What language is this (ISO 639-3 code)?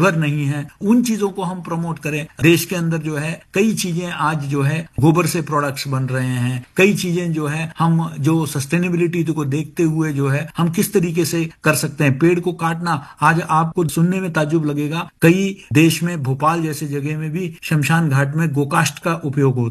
hin